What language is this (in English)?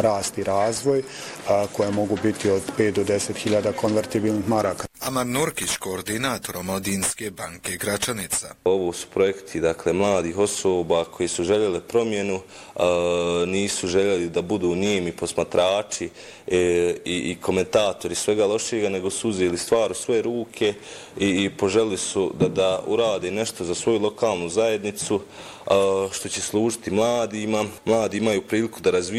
Bosnian